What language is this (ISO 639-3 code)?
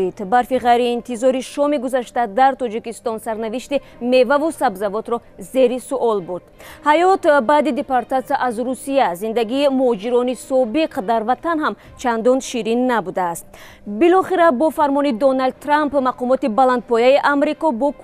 tgk